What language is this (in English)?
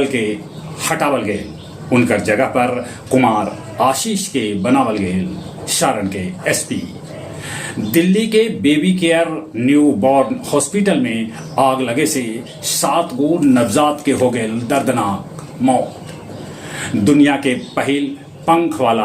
Magahi